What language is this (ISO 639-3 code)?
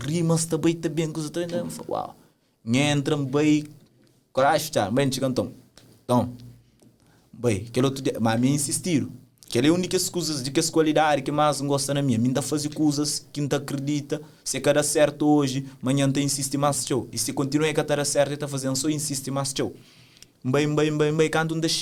kea